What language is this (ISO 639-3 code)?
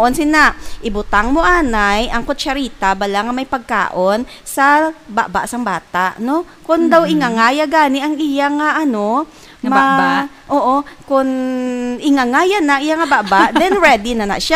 hil